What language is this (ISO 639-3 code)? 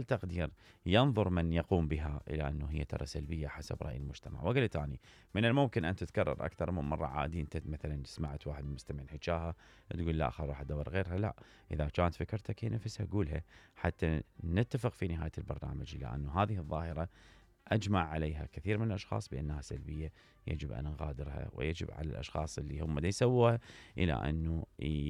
acm